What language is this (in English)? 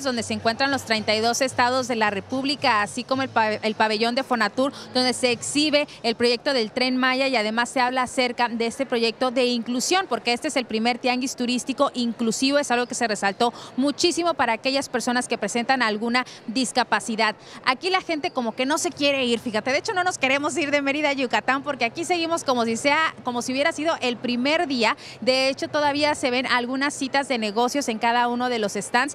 Spanish